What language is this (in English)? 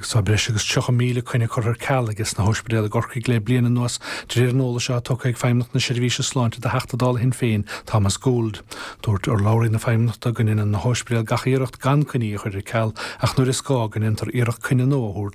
Irish